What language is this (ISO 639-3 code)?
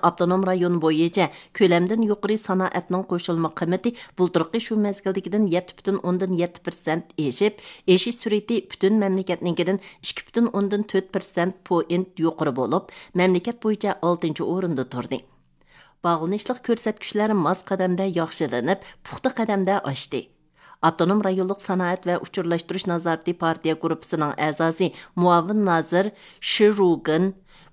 uig